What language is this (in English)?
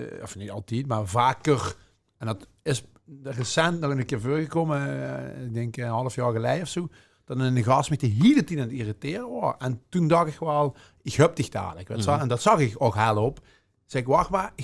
Limburgish